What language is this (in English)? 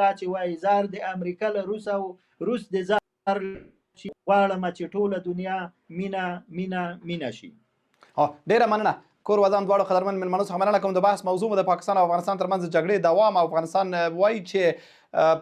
Pashto